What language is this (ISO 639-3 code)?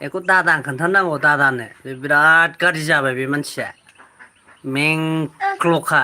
brx